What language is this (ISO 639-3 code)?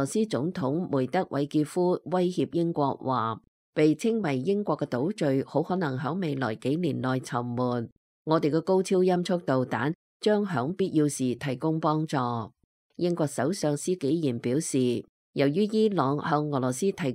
yue